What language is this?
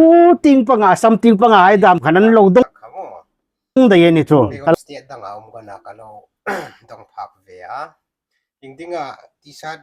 Hmar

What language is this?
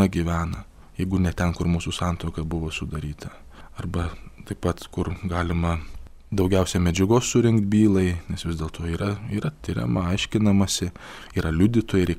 Lithuanian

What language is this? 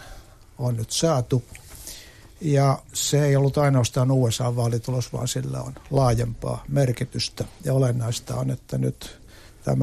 Finnish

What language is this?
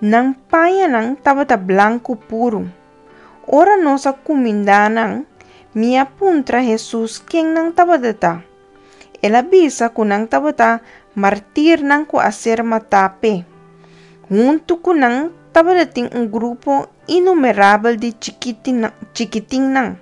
Papiamento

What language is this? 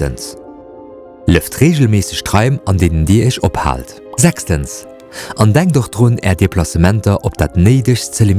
Luxembourgish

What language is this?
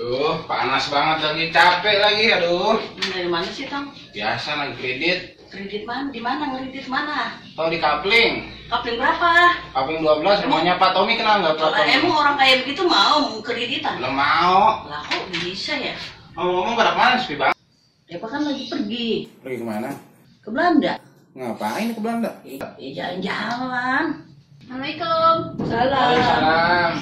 Betawi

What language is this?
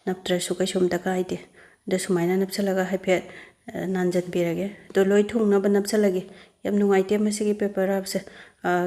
Manipuri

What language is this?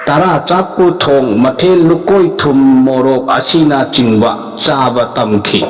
Manipuri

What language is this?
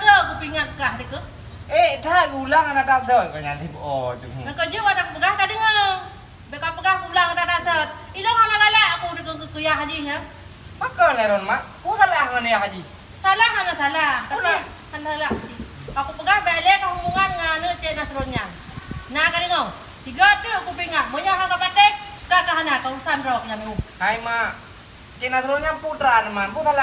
Achinese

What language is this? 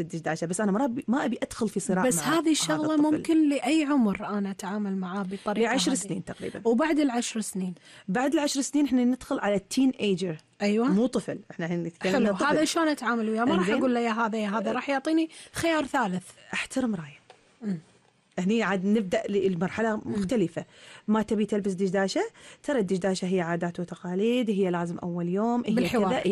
Gulf Arabic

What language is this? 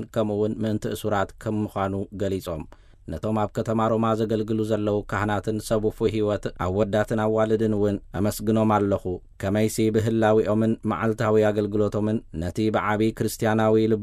Tigrinya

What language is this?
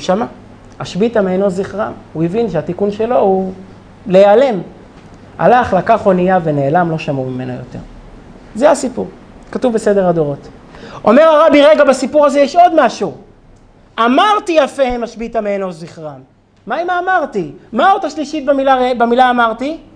Hebrew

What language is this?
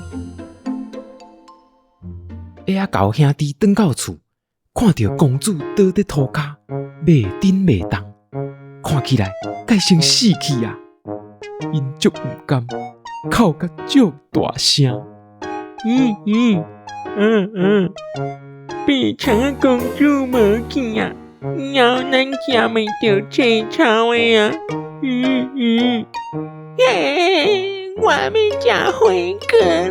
Min Nan Chinese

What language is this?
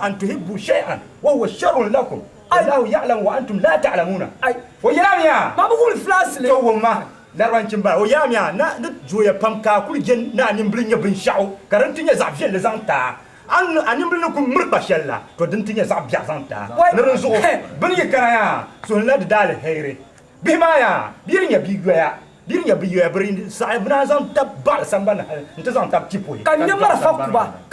Dagbani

